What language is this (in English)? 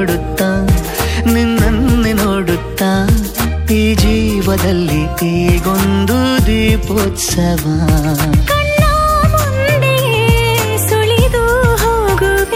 Kannada